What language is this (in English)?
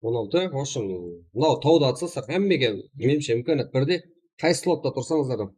Kara-Kalpak